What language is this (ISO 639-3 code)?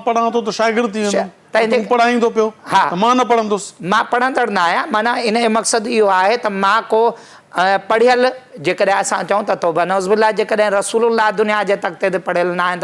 snd